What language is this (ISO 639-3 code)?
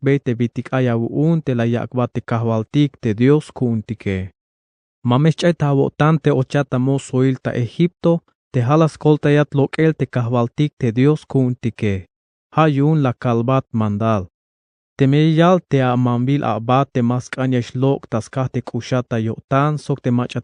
tzh